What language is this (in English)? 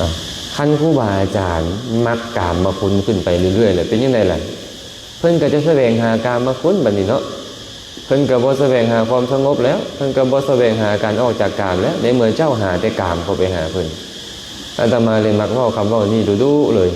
Lao